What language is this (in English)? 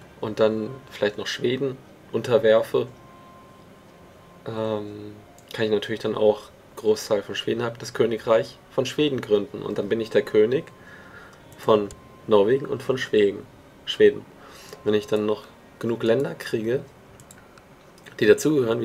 German